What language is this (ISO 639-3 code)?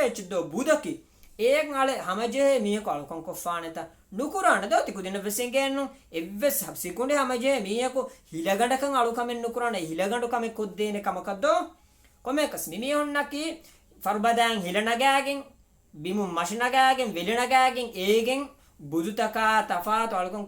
div